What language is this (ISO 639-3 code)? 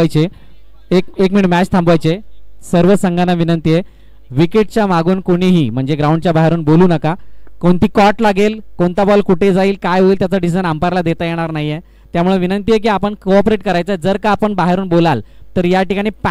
mar